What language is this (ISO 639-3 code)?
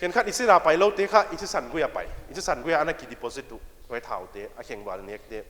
pck